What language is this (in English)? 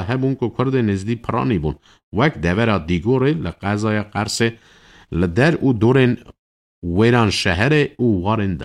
Kurdish